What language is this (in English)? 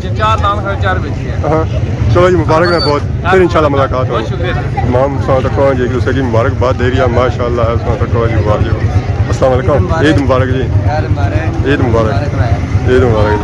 Pahari-Potwari